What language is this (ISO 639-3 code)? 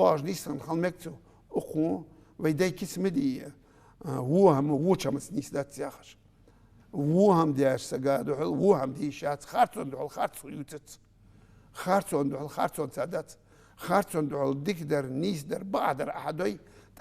inh